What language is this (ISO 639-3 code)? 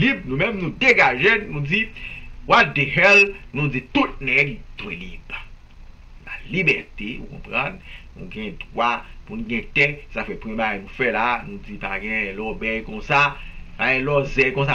hat